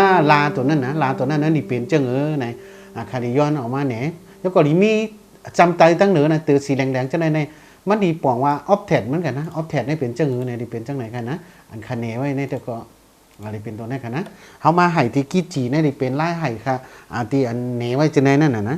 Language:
Shan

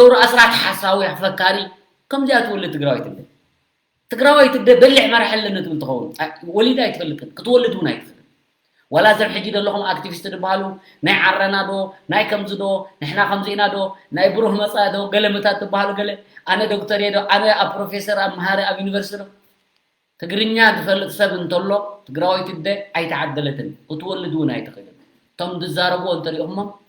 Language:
Tigrinya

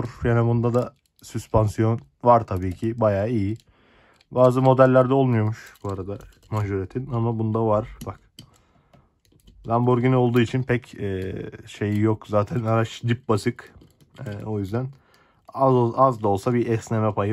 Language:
Turkish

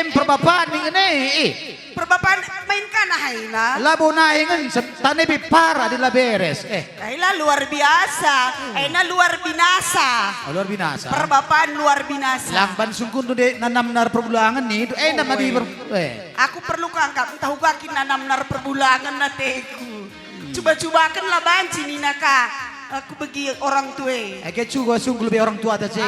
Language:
Batak Karo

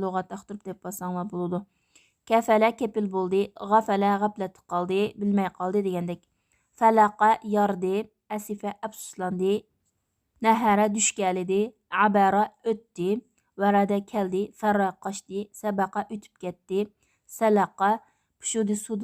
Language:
Uyghur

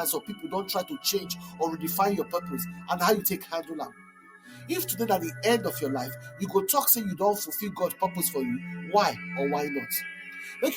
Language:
Nigerian Pidgin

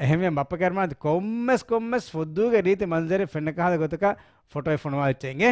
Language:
Divehi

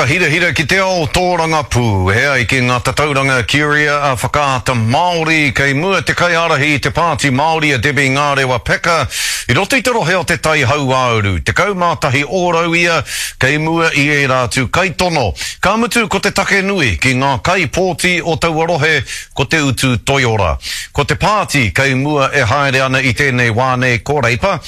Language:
Māori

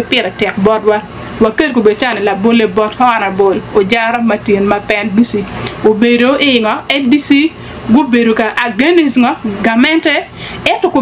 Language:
Acoli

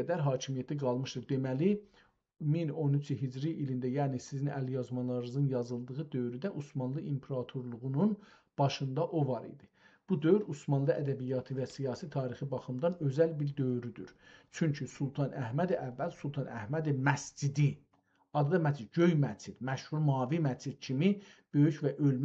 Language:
South Azerbaijani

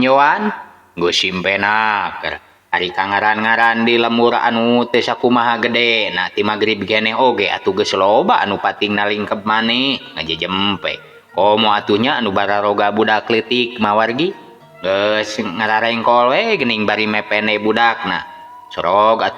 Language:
Sundanese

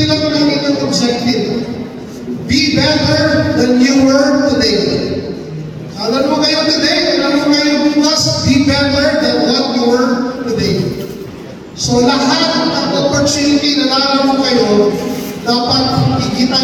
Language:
Filipino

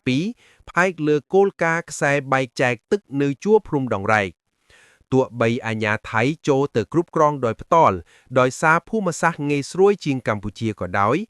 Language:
Khmer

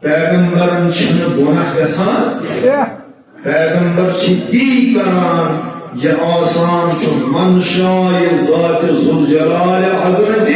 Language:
Kashmiri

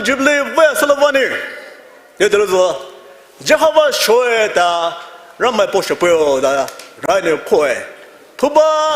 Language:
Poumei Naga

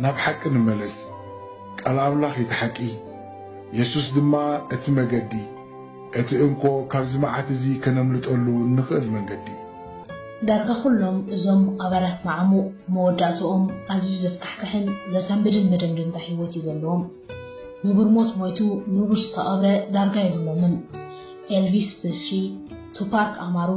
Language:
Tigrinya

